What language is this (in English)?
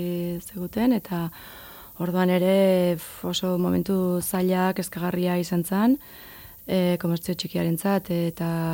Basque